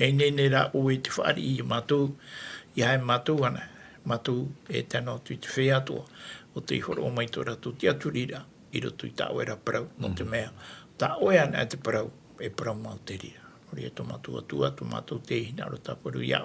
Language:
Tahitian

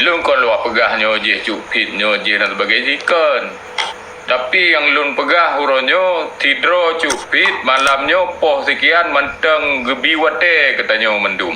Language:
Achinese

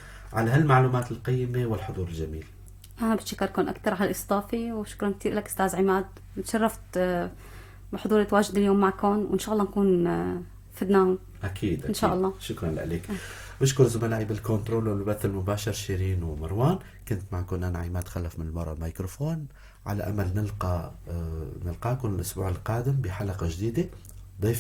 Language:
North Levantine Arabic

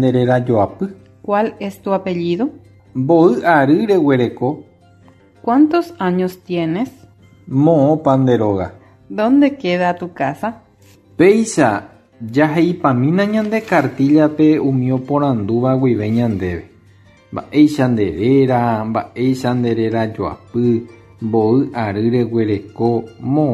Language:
Guarani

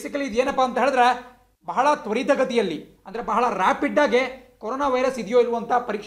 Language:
Kannada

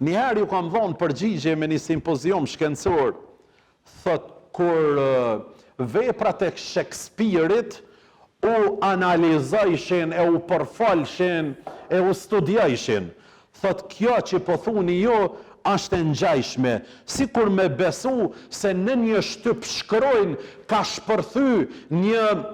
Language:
Albanian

